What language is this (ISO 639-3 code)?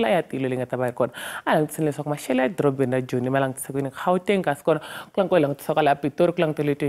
tso